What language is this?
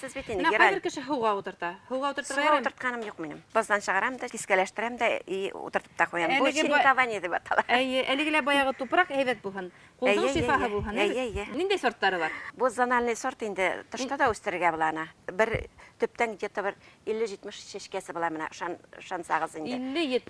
Bashkir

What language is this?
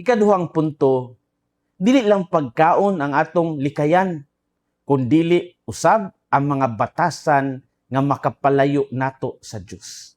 Cebuano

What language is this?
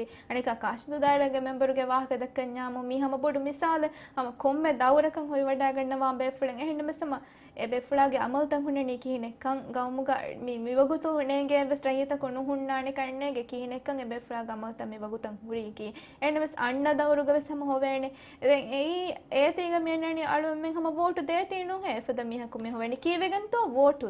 Divehi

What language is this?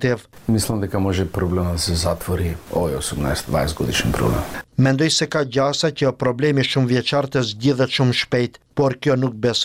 Albanian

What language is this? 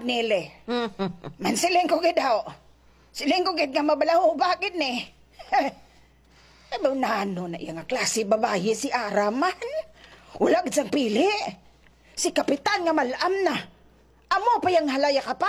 Hiligaynon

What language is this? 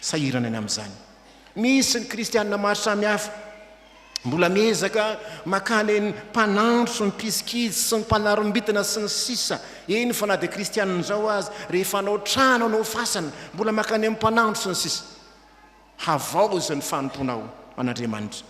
Malagasy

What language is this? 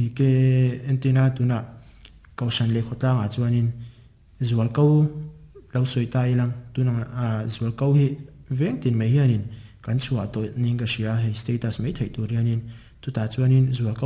Mizo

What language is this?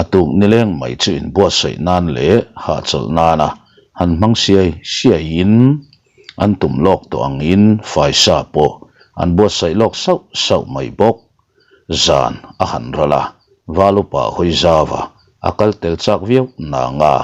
Mizo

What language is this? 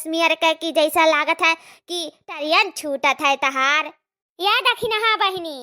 Awadhi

